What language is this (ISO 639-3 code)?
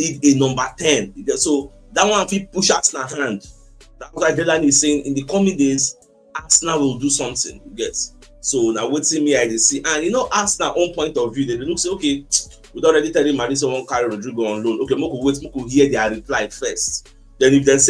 pcm